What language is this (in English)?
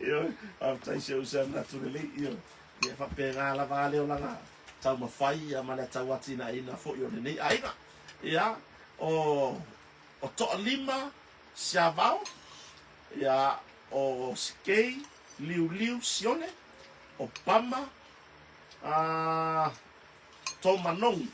Samoan